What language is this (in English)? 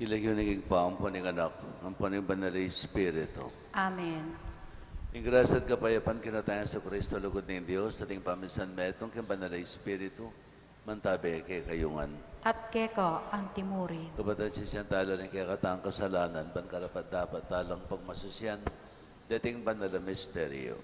Pampanga